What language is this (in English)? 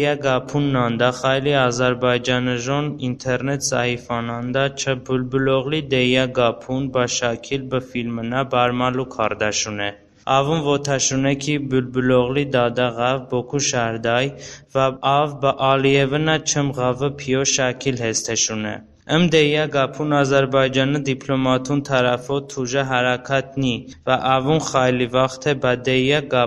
Talysh